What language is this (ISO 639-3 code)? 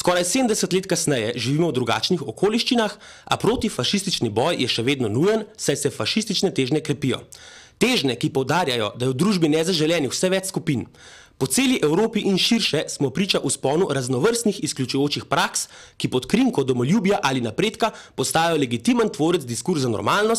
slv